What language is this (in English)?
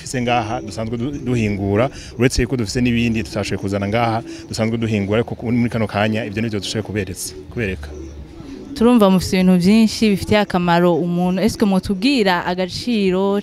Rundi